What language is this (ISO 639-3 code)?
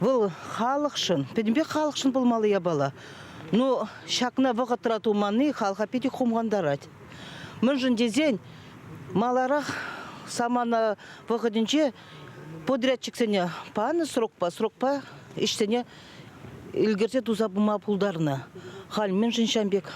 chv